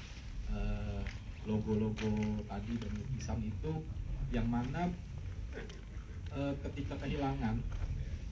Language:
Indonesian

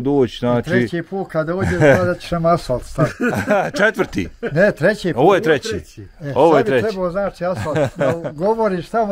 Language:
Bosnian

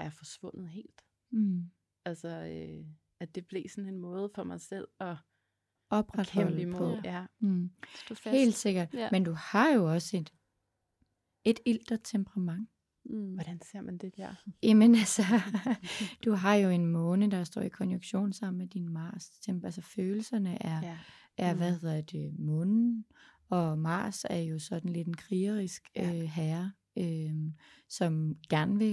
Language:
Danish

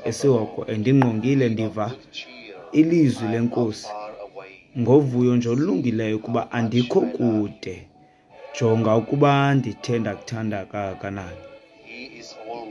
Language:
Xhosa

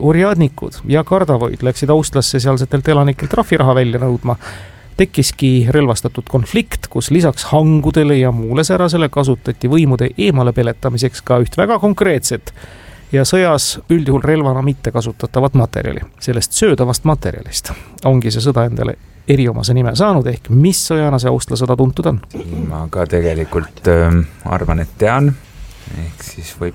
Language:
Estonian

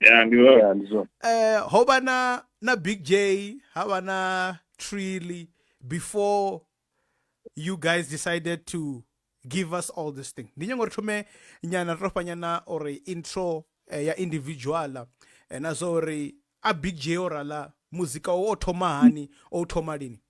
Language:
Venda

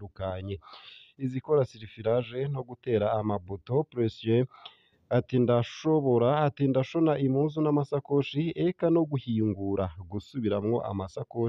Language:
Rundi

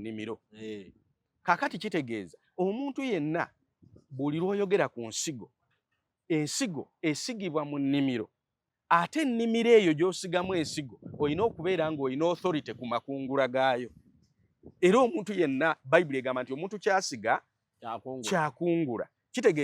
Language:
Ganda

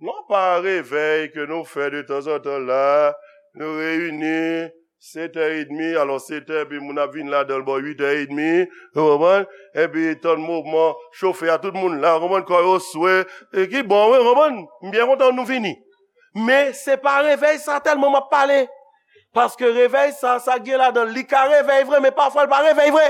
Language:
Haitian Creole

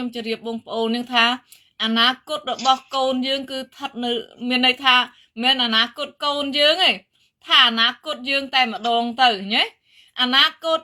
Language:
Khmer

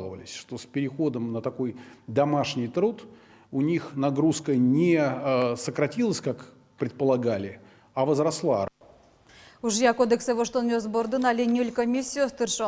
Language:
Udmurt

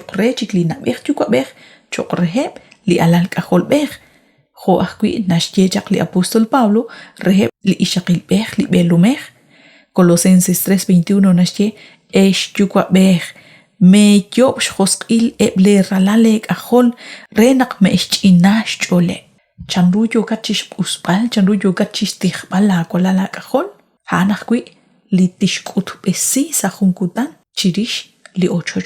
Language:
Kekchí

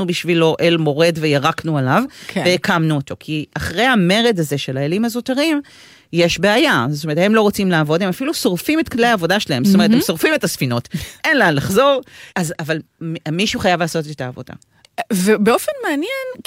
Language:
Hebrew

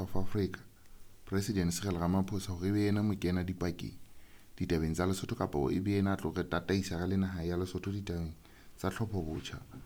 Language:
Southern Sotho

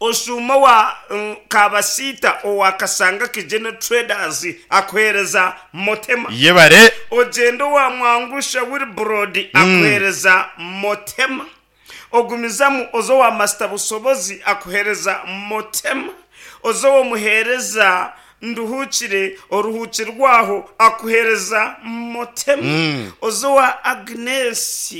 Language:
Nyankole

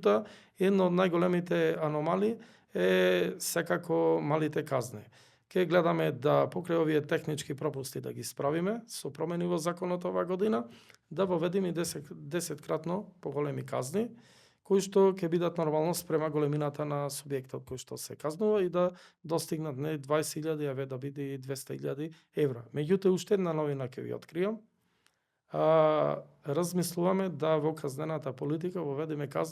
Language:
Macedonian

